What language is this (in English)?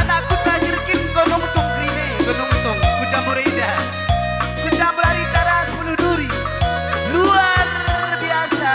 Batak Karo